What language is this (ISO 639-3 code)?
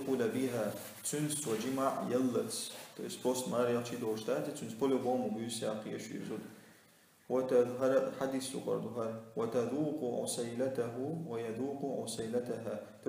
che